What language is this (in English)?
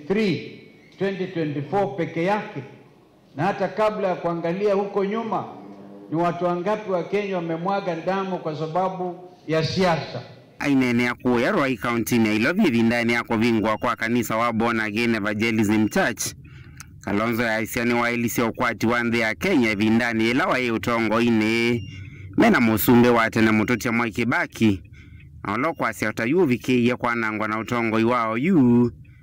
Kamba